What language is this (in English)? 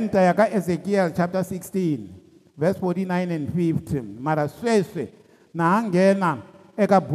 Tsonga